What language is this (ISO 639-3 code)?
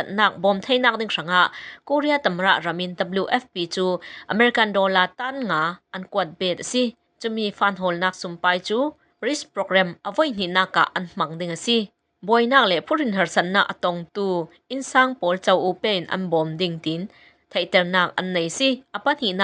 cfm